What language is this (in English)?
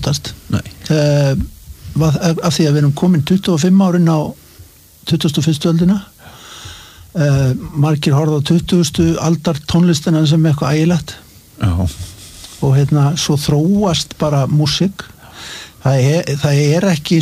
Icelandic